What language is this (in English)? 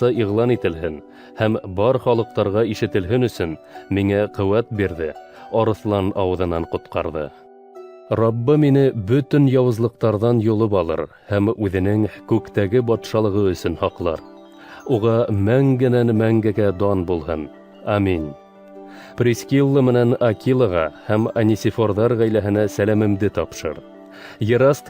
Bashkir